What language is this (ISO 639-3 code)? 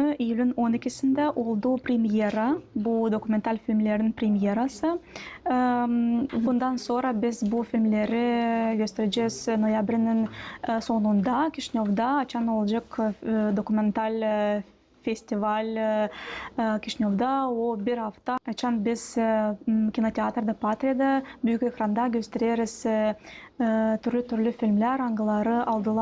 gag